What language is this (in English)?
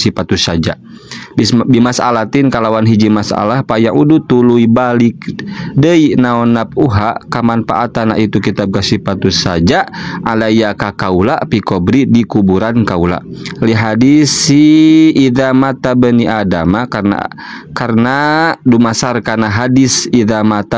Sundanese